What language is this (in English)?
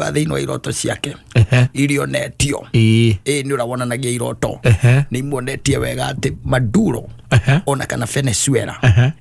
Kikuyu